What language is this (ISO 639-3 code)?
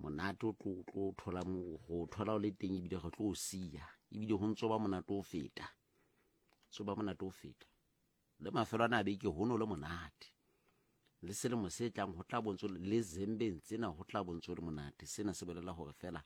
sot